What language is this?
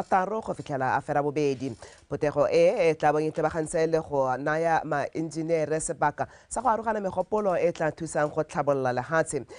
Tswana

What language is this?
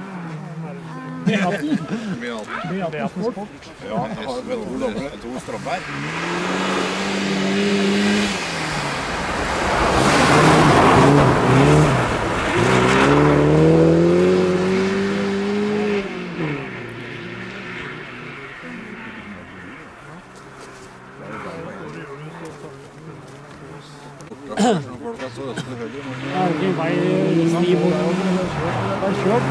Norwegian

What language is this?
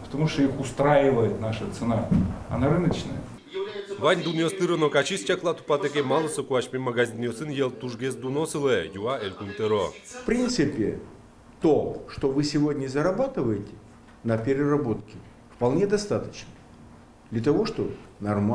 Udmurt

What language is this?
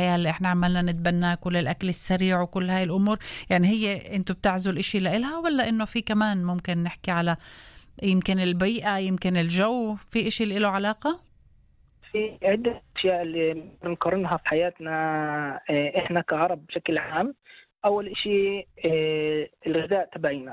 North Levantine Arabic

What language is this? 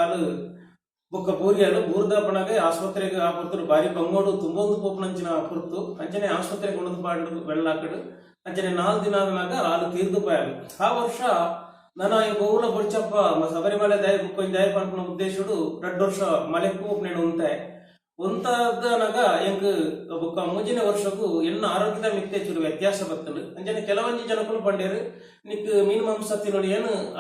Tulu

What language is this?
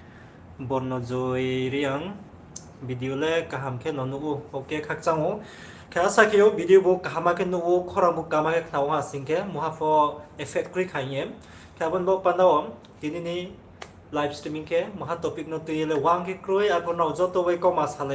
Riang (India)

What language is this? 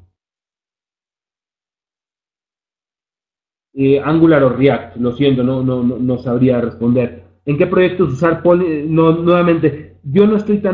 Spanish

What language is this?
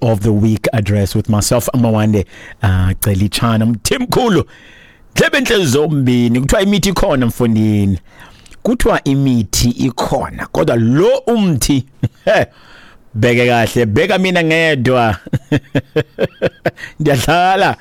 Xhosa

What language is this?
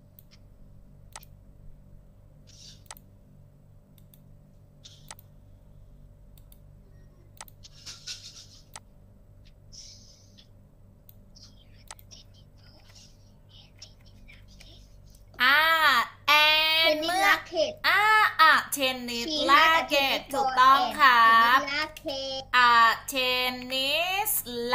Thai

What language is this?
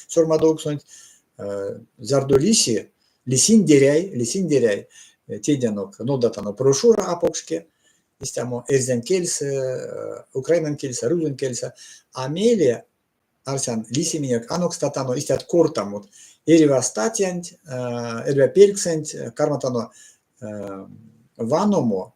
Erzya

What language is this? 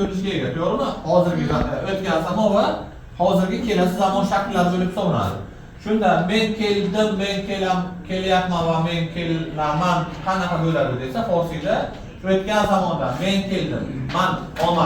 Uzbek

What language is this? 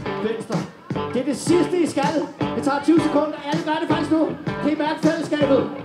Danish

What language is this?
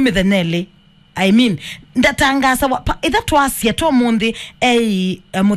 Kamba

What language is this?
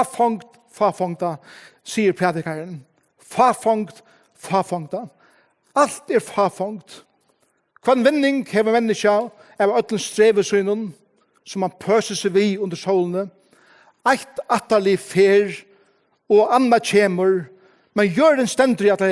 Faroese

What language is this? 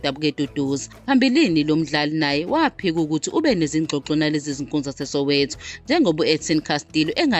Zulu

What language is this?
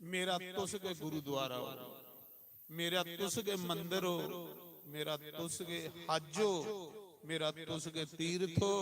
Dogri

